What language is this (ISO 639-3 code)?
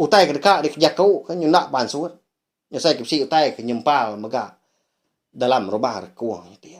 iba